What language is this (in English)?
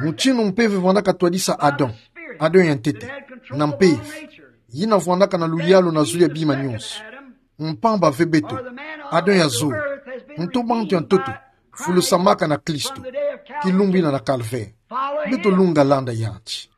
Kituba (Democratic Republic of Congo)